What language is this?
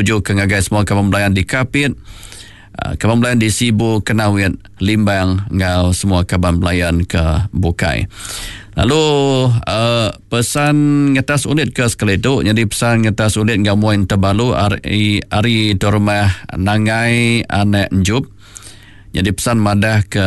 Iban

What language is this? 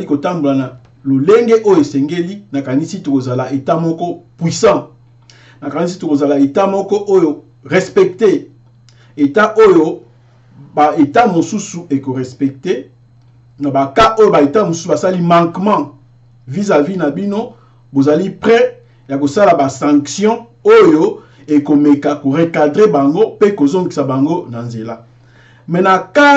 Lingala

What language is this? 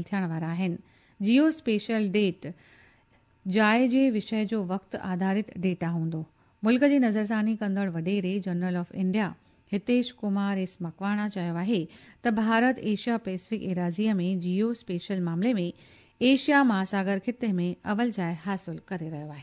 Sindhi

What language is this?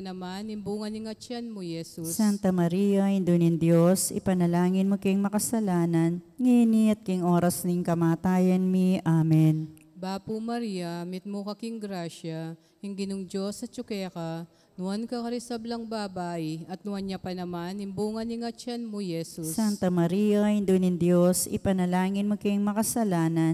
Pampanga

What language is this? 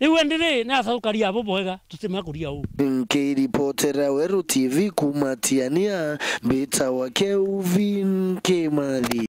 Meru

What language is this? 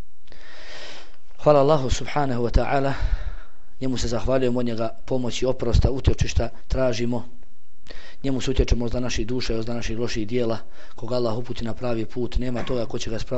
Bosnian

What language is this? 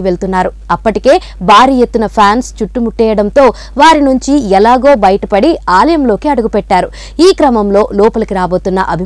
Telugu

